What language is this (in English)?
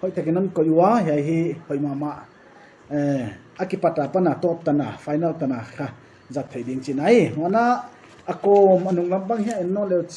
Paite Chin